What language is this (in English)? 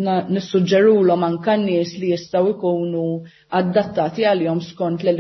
Maltese